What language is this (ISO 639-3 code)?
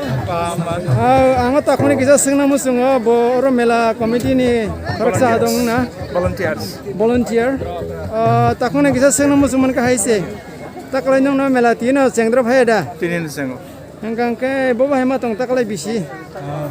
trp